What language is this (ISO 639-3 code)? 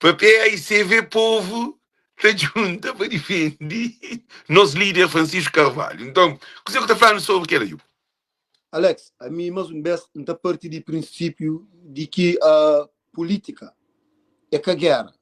kea